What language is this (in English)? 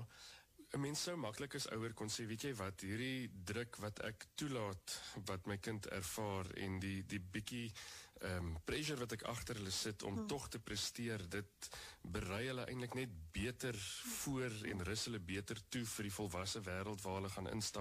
Afrikaans